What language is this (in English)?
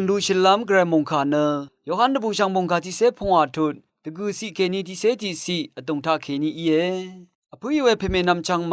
Rawang